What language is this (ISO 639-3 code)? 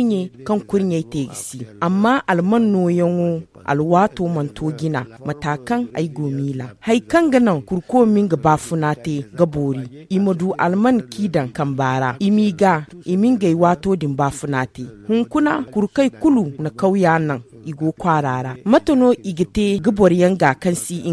dje